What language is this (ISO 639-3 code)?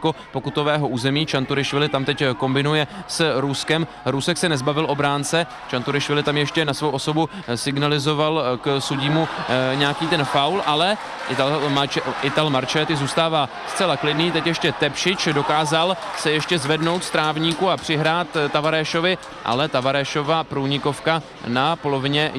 ces